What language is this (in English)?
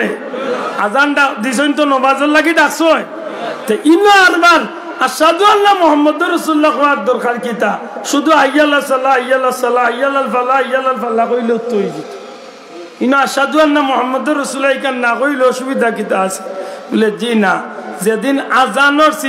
Sylheti